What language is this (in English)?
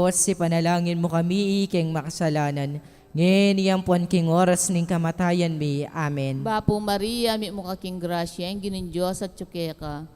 Pampanga